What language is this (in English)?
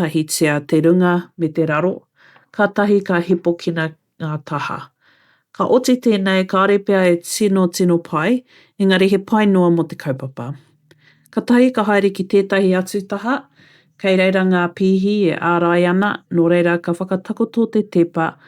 Māori